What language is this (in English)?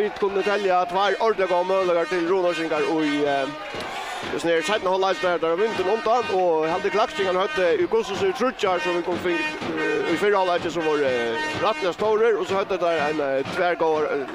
Faroese